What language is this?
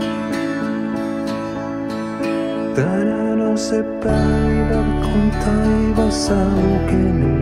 Finnish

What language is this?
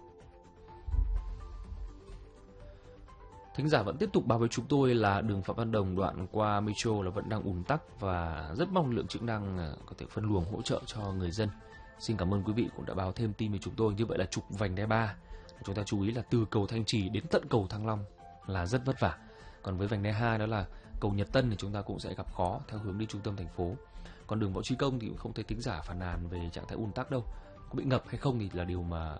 Vietnamese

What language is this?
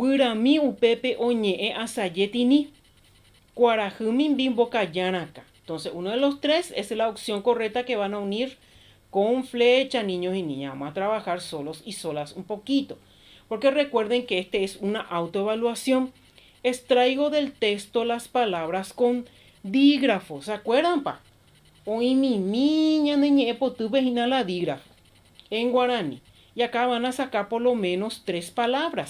Guarani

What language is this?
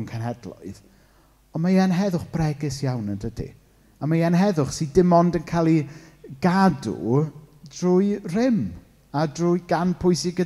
Welsh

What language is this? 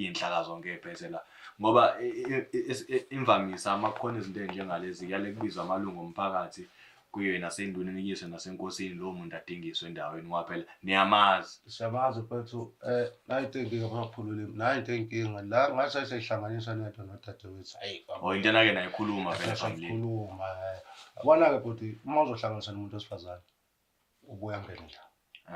Zulu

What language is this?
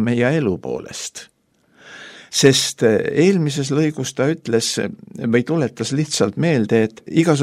Estonian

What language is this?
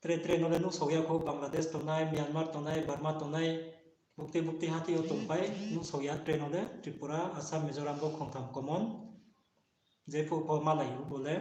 Riang (India)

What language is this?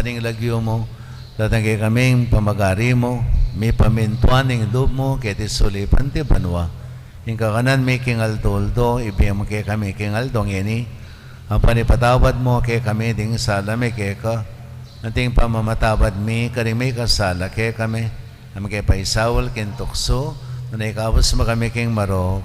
Pampanga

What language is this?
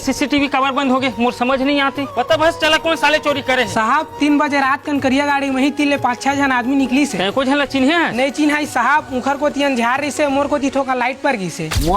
Chhattisgarhi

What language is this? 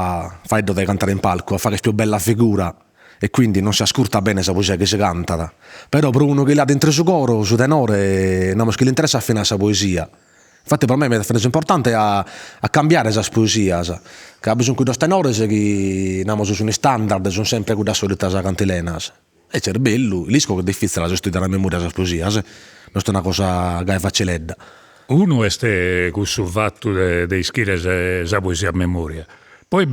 Sardinian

